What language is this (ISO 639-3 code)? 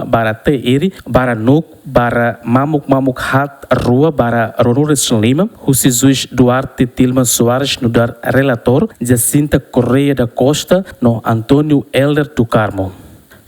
tet